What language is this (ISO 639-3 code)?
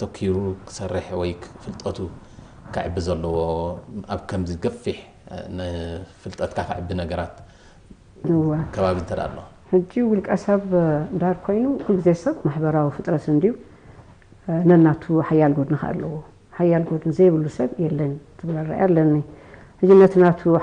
tir